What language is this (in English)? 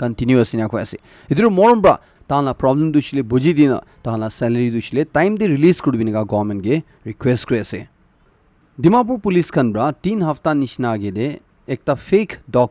Naga Pidgin